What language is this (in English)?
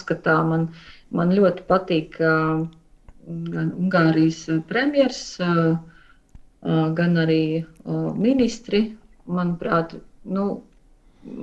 Latvian